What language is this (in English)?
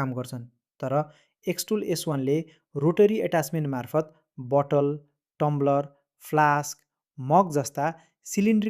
Nepali